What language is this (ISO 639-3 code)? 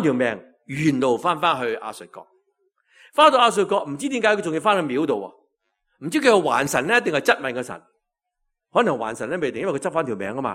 yue